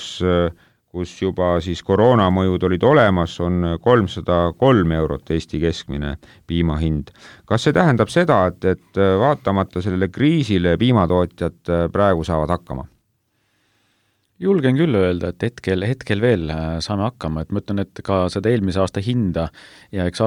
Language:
Estonian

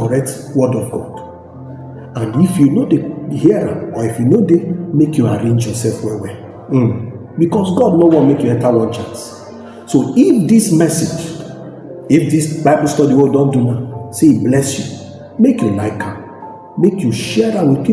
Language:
Nigerian Pidgin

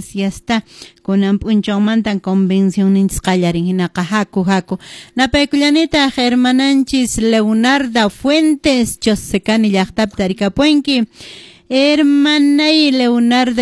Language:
Quechua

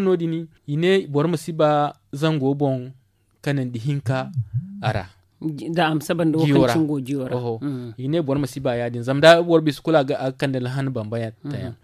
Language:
Zarma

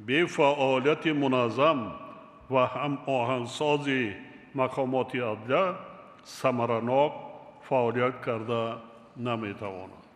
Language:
Tajik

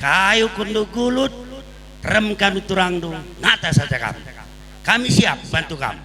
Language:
Batak Karo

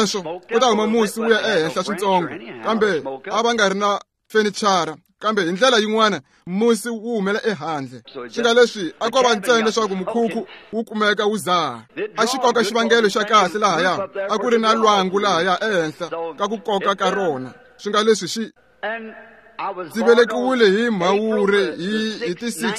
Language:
Tsonga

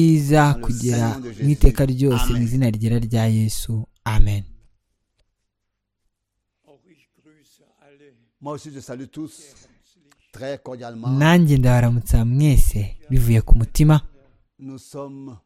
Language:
Kinyarwanda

